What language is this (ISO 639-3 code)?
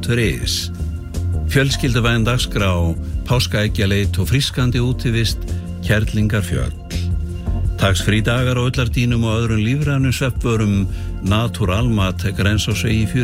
isl